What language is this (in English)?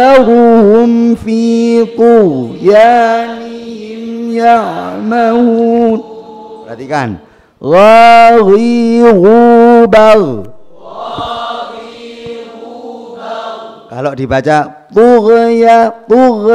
Indonesian